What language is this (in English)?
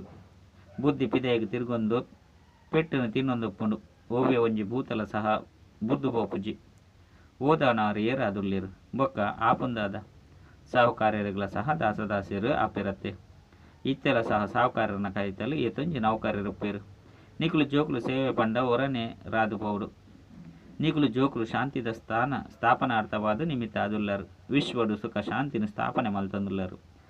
Tulu